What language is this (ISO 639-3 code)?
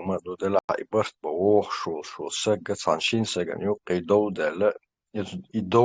che